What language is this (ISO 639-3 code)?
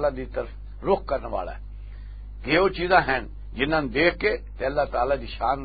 lah